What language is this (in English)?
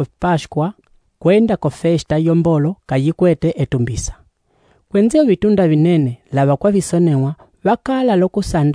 Umbundu